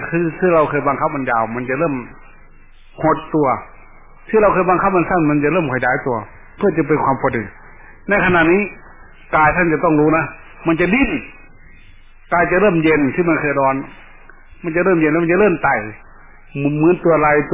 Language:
Thai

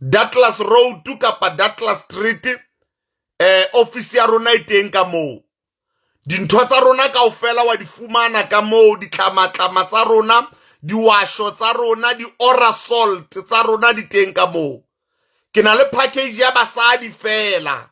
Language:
Southern Sotho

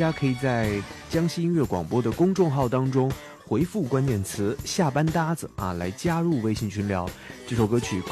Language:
Chinese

